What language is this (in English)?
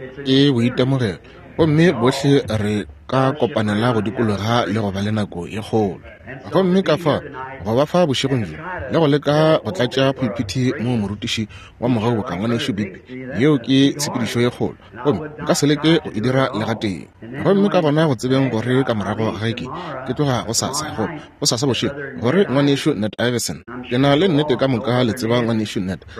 Northern Sotho